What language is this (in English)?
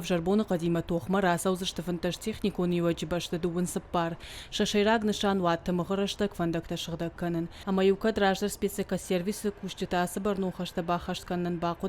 Ossetic